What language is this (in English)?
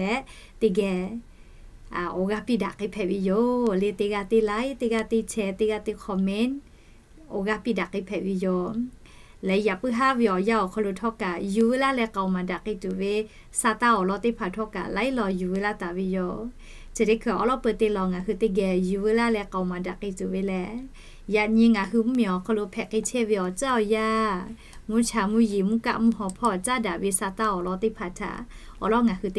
Lahu